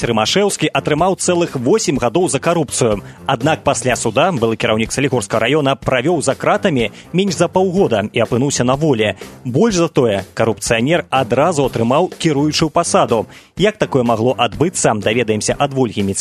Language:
Belarusian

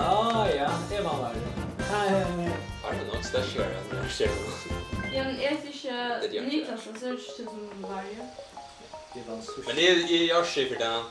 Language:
Faroese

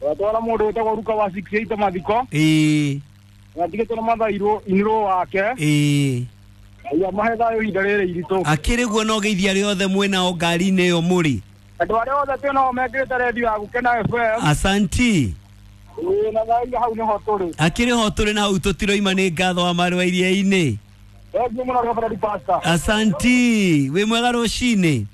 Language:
Kikuyu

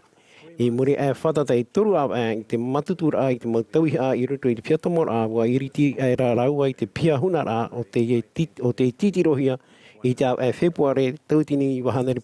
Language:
Tahitian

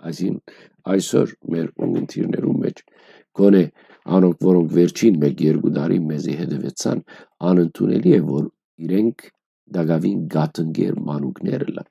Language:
Western Armenian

